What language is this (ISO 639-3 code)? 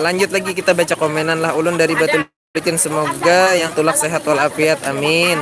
bjn